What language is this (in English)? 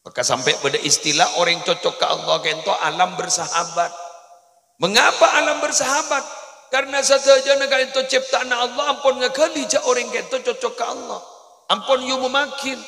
Madurese